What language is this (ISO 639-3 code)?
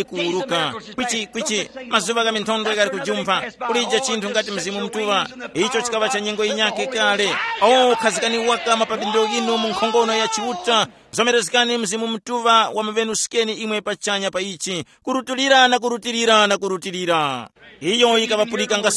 tum